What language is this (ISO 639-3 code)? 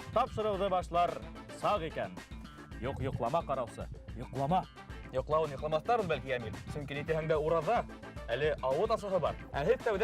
bak